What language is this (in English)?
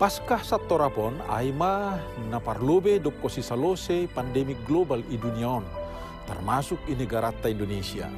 Batak Simalungun